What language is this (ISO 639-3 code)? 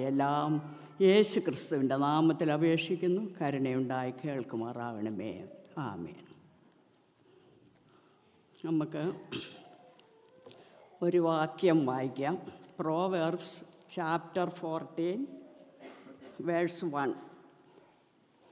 mal